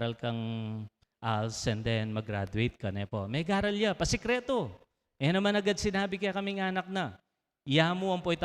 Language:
Pampanga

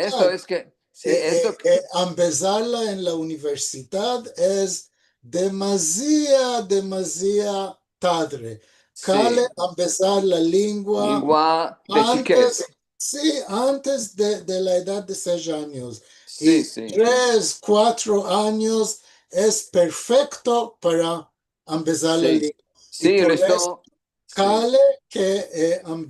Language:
Ladino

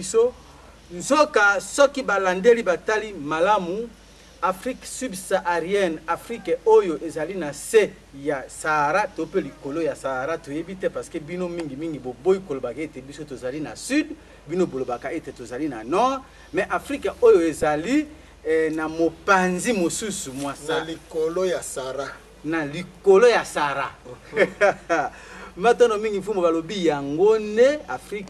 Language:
Lingala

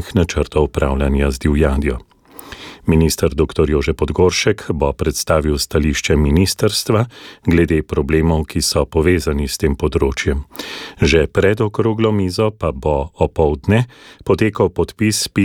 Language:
Slovenian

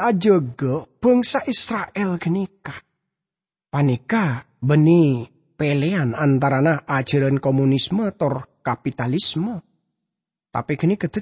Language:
Madurese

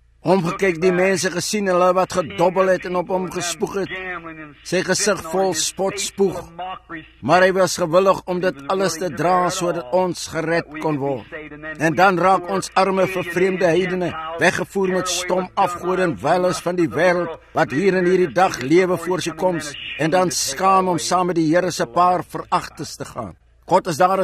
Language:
Afrikaans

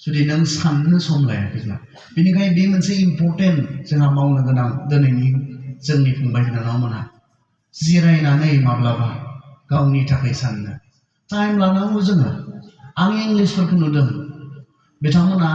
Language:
Bodo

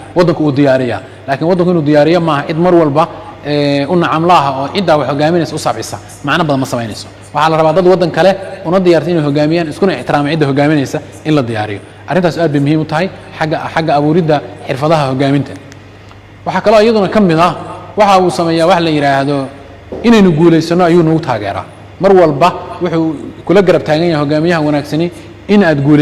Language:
Somali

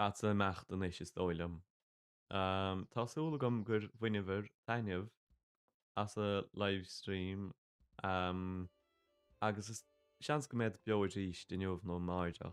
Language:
Irish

